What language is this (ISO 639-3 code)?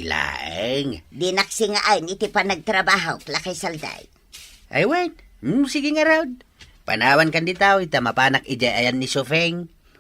ilo